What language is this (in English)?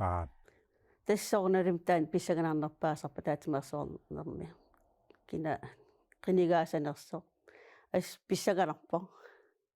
Kalaallisut